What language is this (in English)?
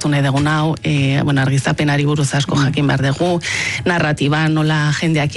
Basque